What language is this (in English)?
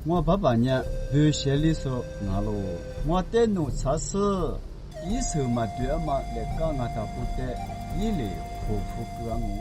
Lisu